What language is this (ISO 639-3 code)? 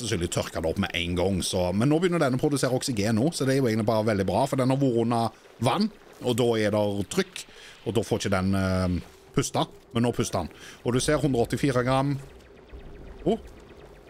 nor